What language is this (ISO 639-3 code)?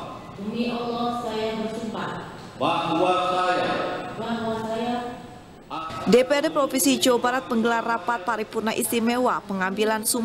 ind